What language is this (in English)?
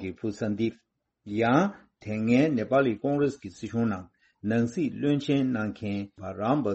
Tibetan